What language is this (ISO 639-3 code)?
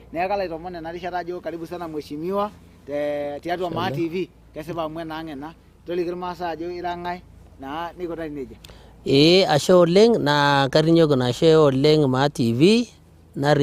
mas